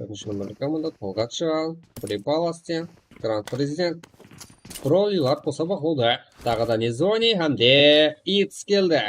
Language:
Kara-Kalpak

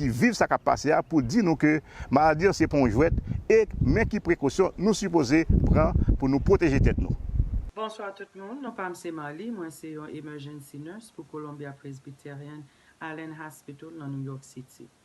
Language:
Haitian Creole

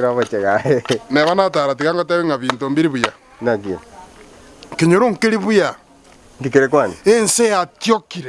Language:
Gusii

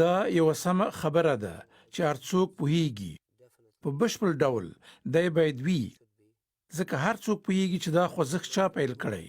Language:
Pashto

